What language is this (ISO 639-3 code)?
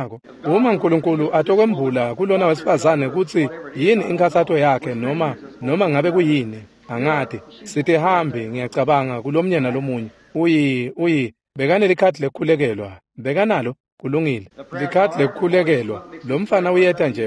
ssw